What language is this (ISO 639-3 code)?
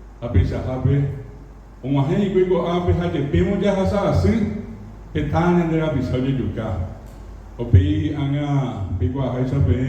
grn